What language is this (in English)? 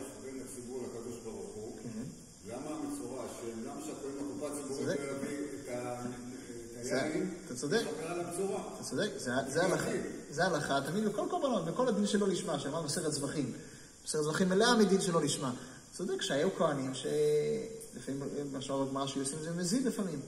Hebrew